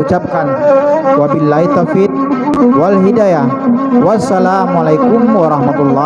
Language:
Minangkabau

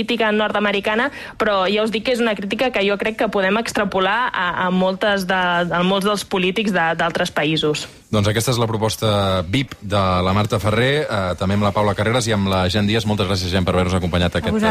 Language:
Catalan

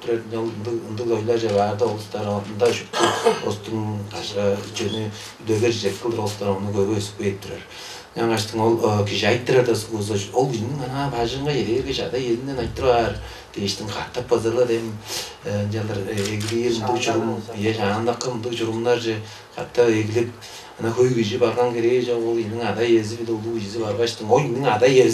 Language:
Tuvinian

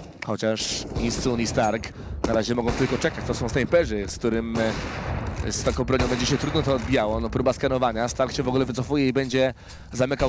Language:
Polish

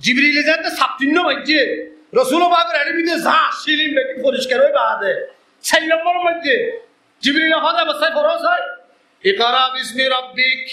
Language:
Rohingya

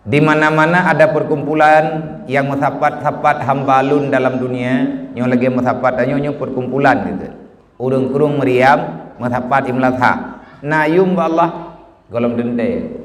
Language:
Achinese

